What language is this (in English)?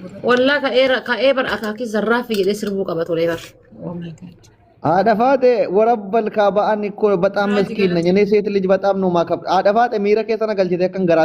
Oromo